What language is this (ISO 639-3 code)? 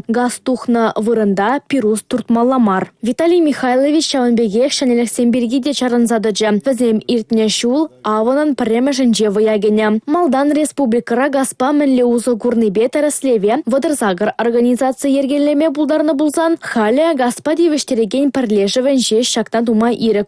chv